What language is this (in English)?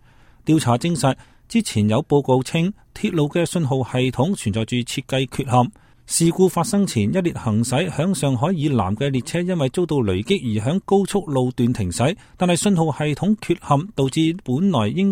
Cantonese